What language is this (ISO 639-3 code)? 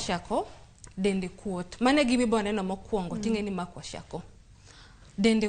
luo